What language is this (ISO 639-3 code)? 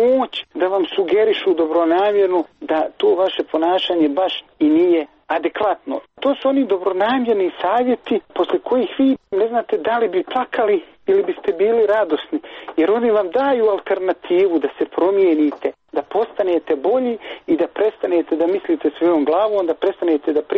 srp